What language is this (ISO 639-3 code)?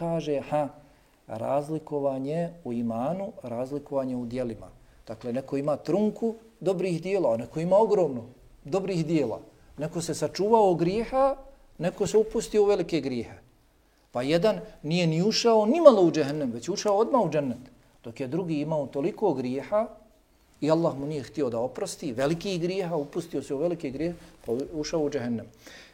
bos